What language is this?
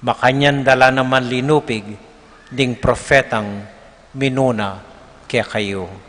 Pampanga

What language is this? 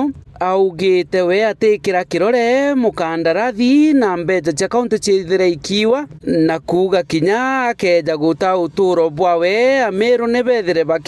Meru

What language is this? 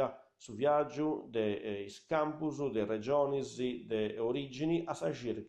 Sardinian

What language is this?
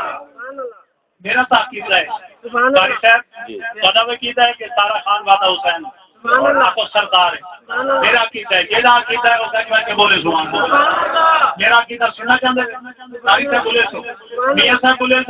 Saraiki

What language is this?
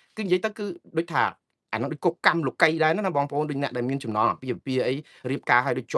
Khmer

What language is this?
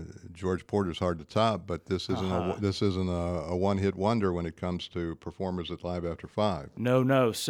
English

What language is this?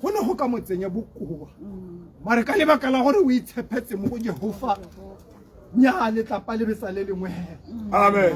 Tswana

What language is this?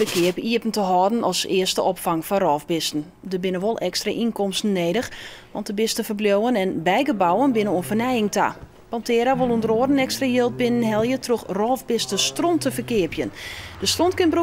Western Frisian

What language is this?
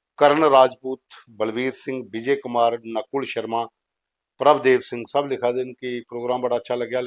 Dogri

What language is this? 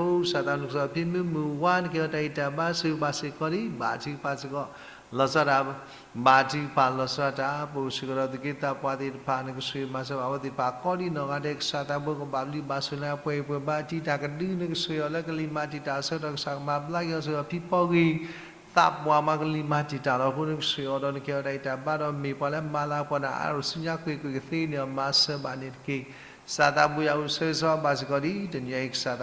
S'gaw Karen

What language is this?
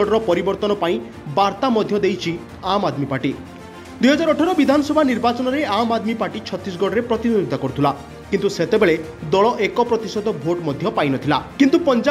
Odia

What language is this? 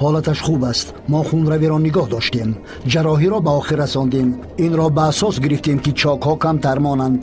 Tajik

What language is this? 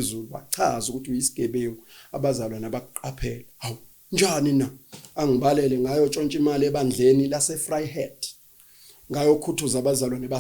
Zulu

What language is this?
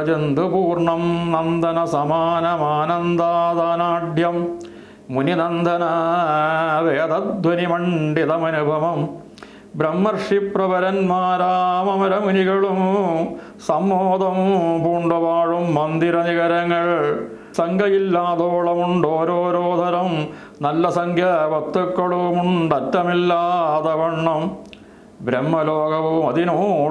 Malayalam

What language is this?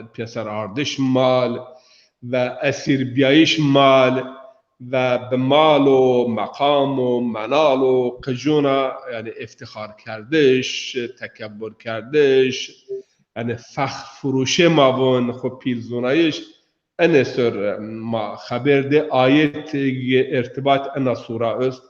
Zaza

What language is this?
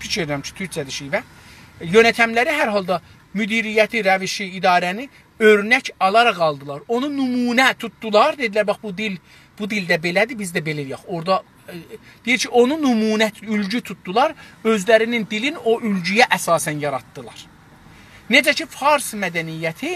South Azerbaijani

